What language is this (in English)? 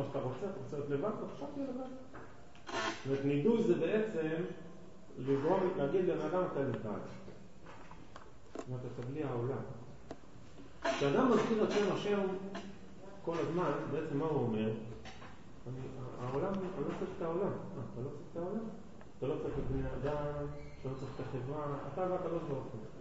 Hebrew